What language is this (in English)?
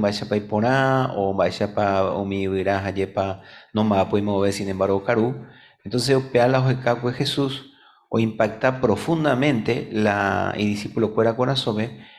Guarani